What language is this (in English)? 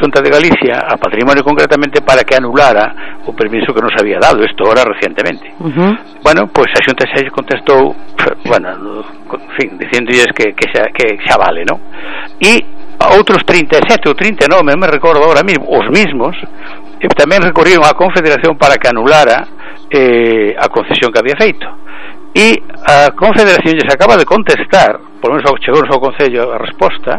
Galician